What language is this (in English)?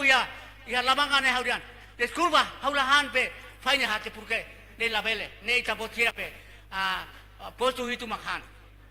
Tetum